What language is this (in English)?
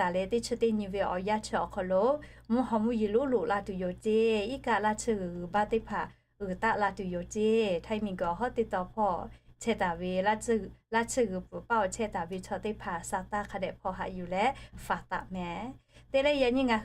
Lahu